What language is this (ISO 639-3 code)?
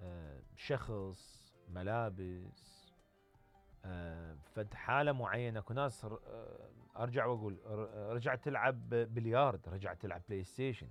acm